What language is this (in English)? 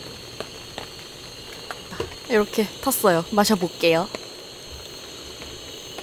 Korean